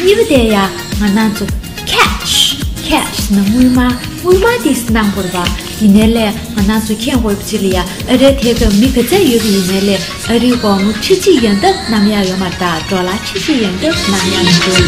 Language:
Tibetan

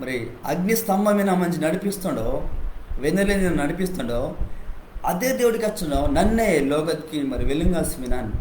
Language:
Koya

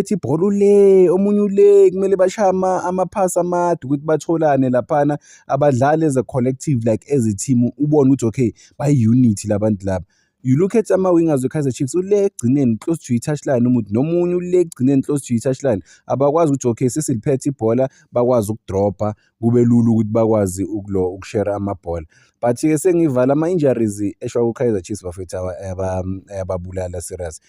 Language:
Zulu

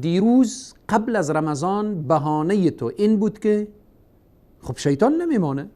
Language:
Persian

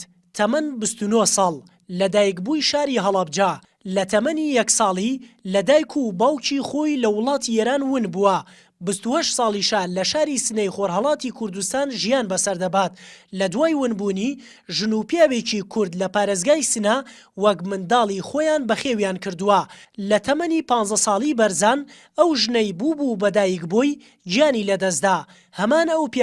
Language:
Central Kurdish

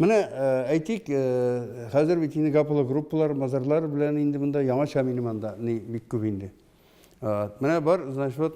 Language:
Tatar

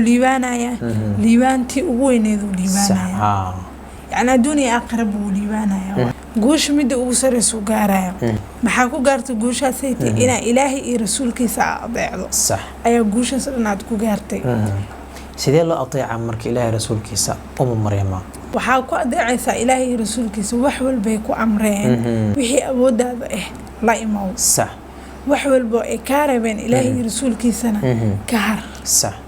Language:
Somali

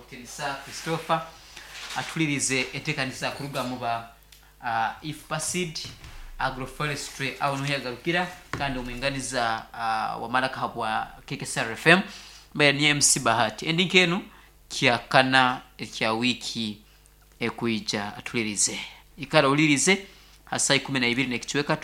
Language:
Nyoro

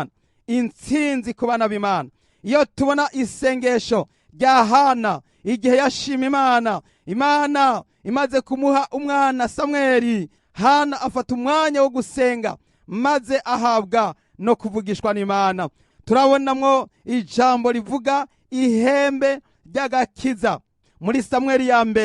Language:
Rundi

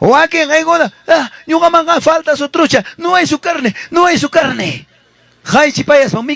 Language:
Ayacucho Quechua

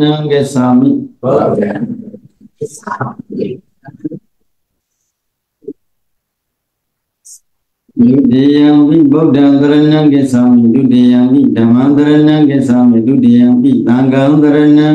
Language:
Burmese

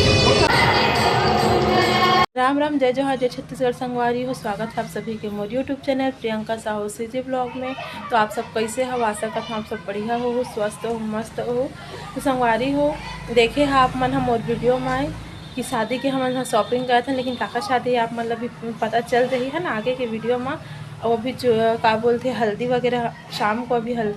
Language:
Chhattisgarhi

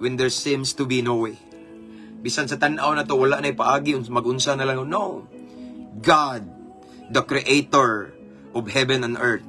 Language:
Cebuano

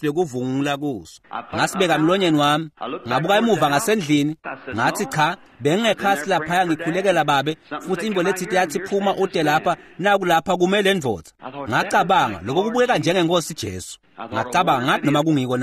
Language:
Swati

